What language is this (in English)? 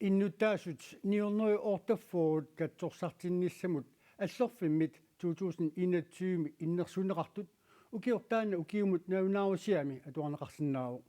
Kalaallisut